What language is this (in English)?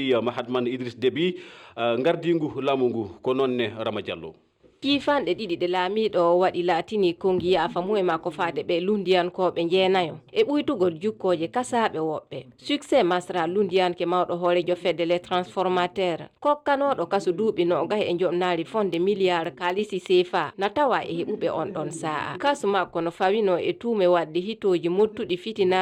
Fula